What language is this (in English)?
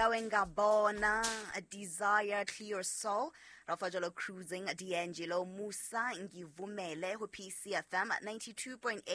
Southern Sotho